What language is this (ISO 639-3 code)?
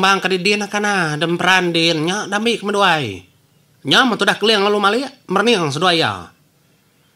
iba